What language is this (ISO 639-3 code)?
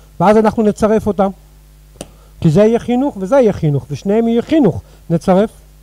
heb